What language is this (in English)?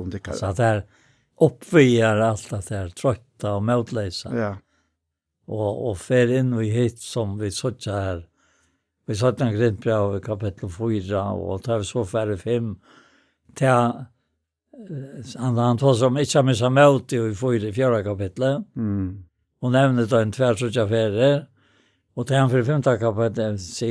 Faroese